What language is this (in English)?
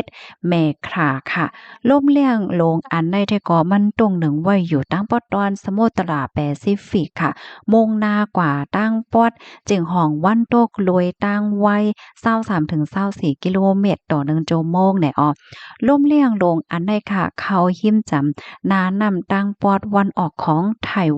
Shan